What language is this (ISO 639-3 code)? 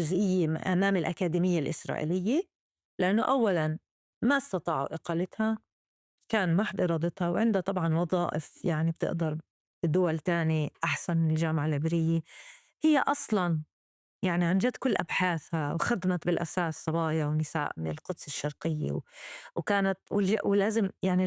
apc